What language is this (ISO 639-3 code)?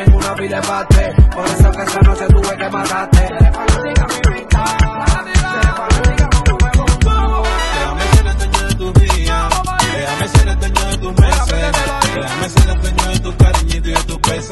spa